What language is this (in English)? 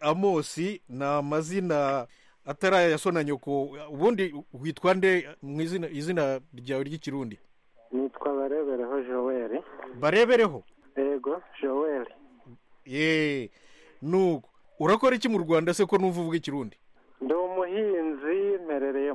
Kinyarwanda